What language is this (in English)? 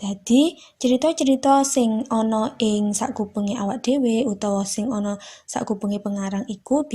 Javanese